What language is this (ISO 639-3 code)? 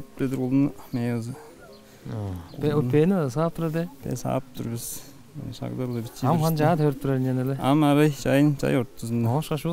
tyv